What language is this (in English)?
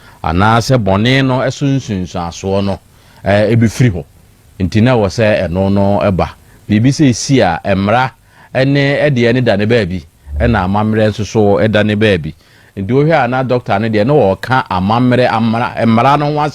Akan